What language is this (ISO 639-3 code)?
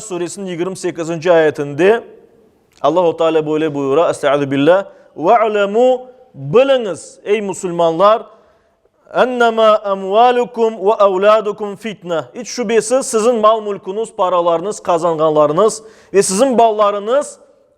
crh